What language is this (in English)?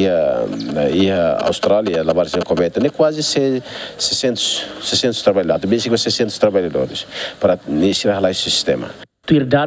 Tetum